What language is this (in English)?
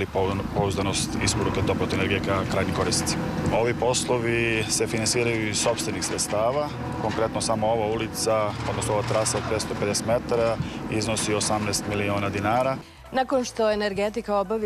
Serbian